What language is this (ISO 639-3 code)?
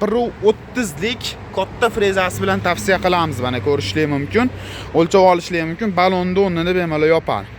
uzb